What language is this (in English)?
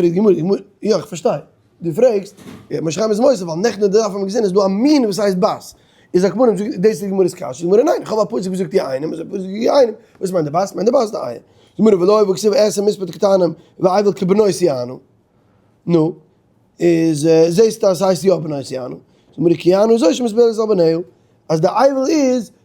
Yiddish